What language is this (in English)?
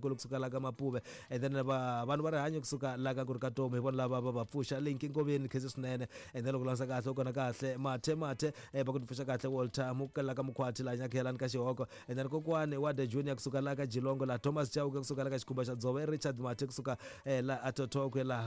Tsonga